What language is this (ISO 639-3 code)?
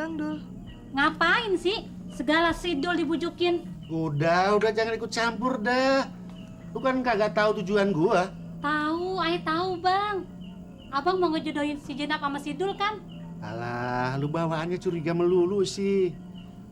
bew